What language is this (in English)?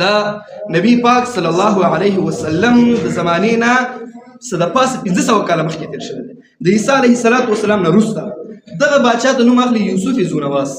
Pashto